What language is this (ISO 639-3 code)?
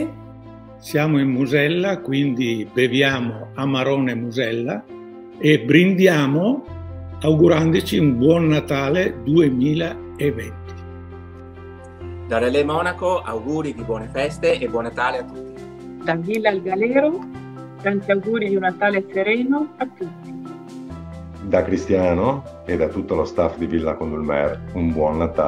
ita